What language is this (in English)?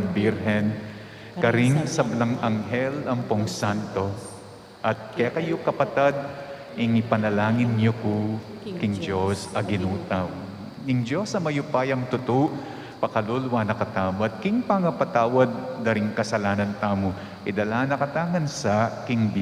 Pampanga